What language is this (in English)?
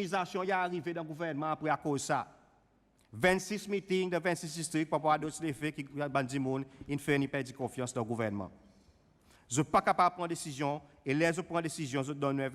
Seselwa Creole French